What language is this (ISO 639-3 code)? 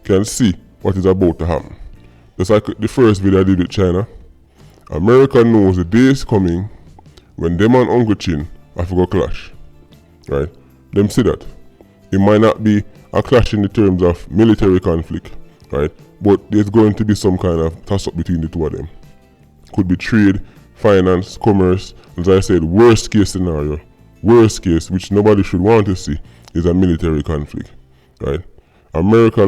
jam